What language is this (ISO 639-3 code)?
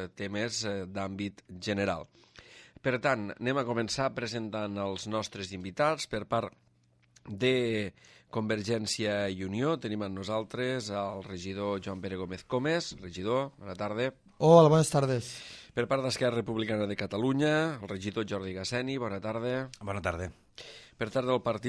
cat